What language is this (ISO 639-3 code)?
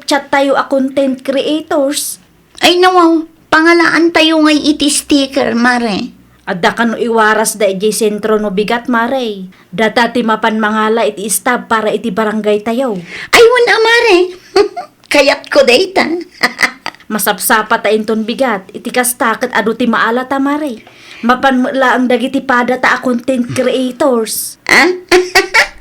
ilo